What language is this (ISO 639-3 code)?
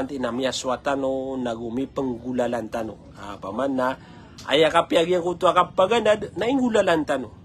mrw